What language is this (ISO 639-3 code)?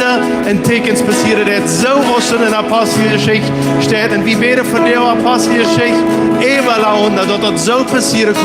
pdt